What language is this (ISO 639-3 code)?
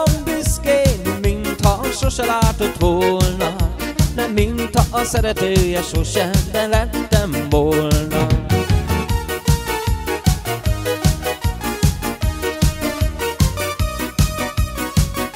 hun